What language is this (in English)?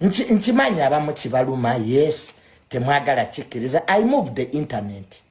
Ganda